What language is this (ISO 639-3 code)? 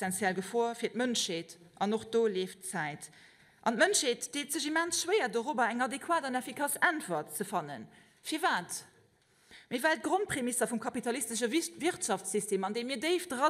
ltz